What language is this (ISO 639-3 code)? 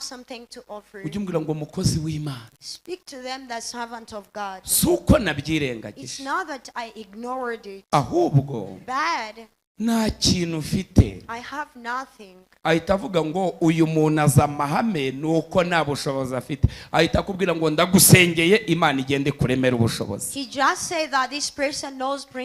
kin